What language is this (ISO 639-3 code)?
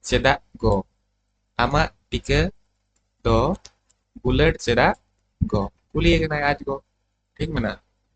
sat